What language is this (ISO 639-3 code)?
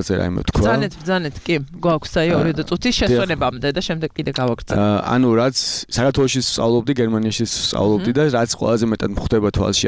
kat